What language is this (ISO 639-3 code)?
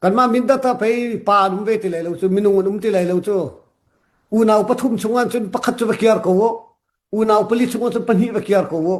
cnh